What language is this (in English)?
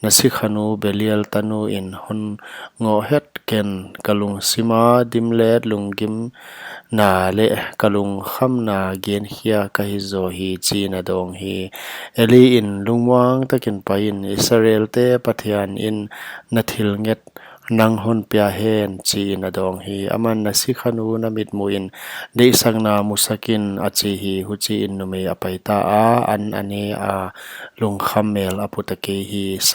Paite Chin